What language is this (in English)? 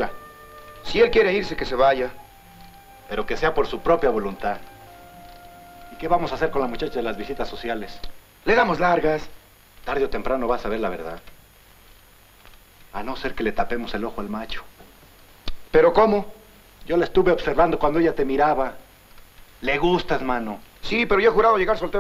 Spanish